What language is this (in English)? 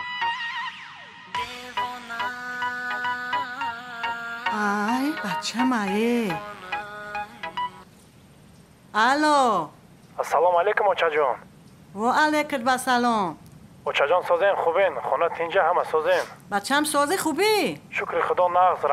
Tajik